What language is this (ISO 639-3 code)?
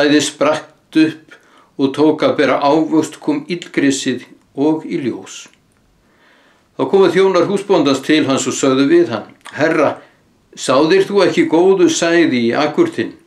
isl